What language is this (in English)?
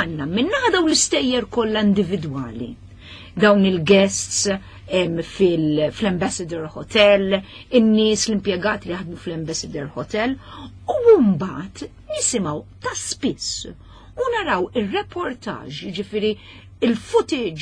Maltese